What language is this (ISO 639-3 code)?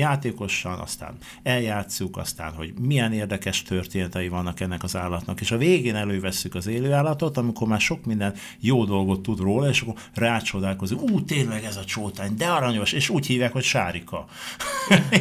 hun